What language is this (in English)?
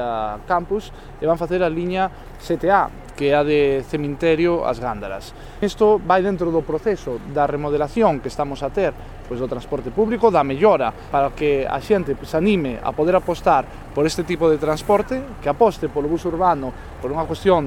Galician